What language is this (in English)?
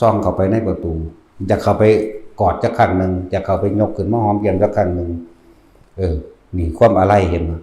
Northeastern Thai